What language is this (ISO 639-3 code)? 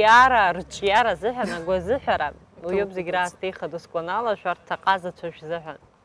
abk